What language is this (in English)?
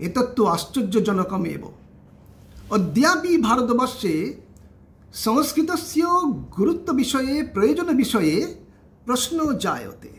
Sanskrit